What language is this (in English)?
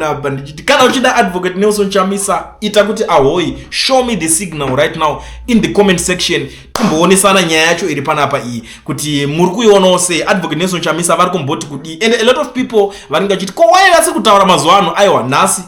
Shona